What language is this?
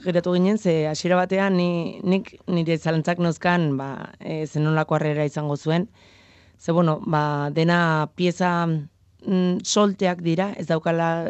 Basque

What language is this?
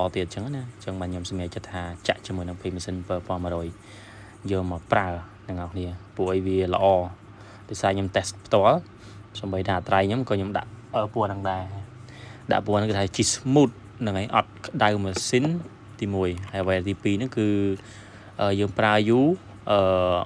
Khmer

